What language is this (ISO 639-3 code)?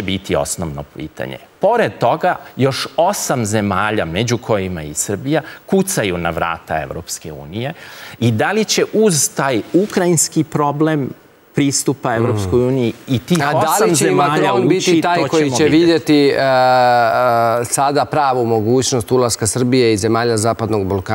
srp